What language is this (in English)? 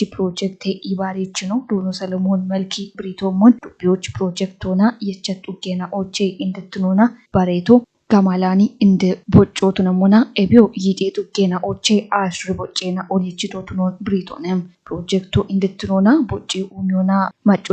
Kafa